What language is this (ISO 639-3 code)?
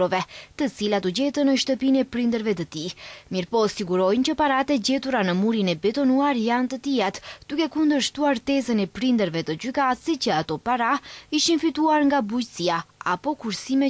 sqi